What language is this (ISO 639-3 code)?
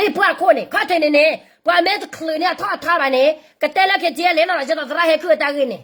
ksw